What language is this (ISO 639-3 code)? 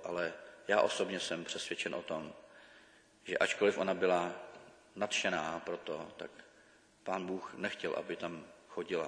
ces